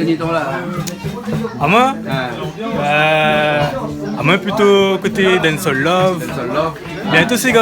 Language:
Réunion Creole French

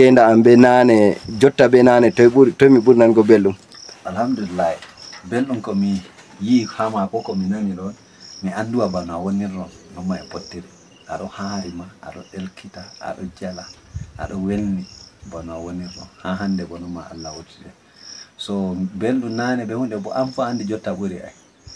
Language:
Fula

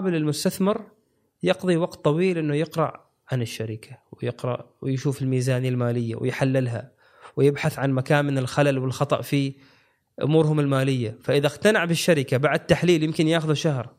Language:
Gulf Arabic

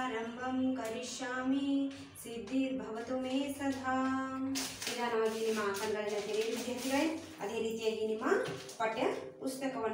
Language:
Kannada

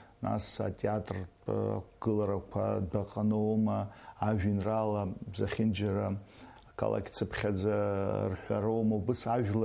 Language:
Abkhazian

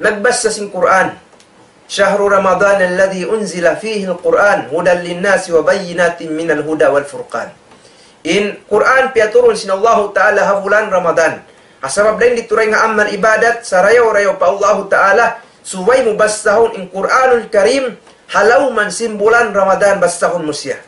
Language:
Tausug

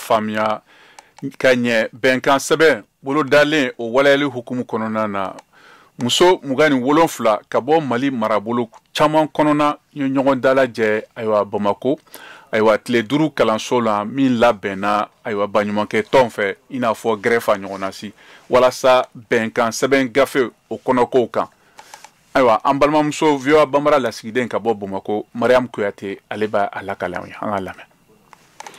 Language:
Bambara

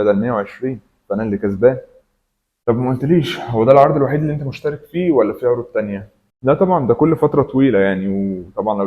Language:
Egyptian Arabic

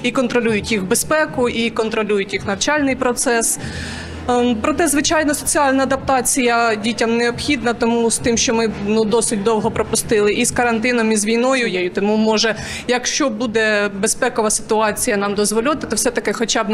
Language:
Ukrainian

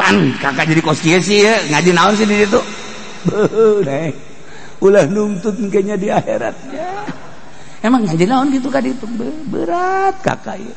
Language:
Sundanese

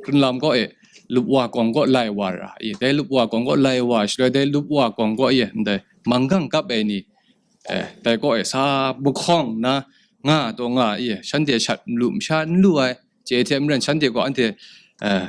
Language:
Kachin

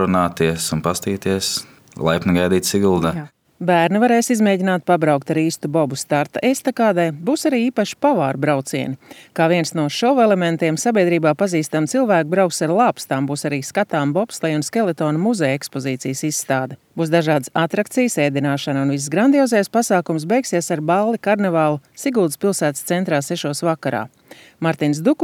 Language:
Latvian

